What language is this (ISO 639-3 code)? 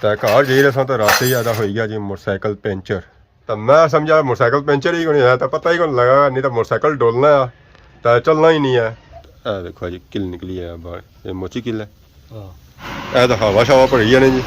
phr